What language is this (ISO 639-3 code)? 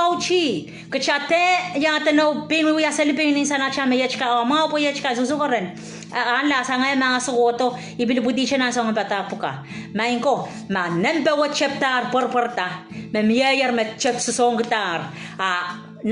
pon